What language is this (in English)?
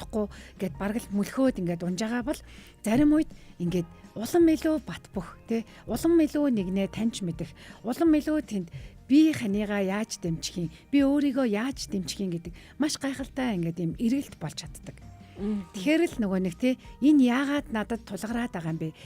Mongolian